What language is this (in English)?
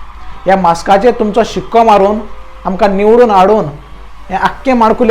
Konkani